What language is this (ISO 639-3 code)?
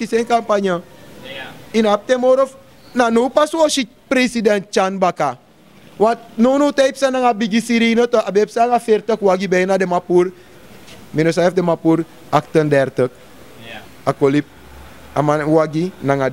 srn